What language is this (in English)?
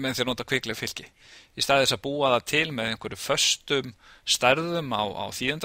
Icelandic